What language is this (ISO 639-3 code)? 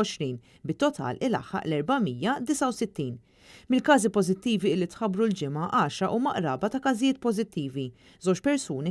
mlt